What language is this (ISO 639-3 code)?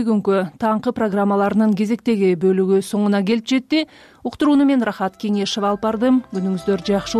kir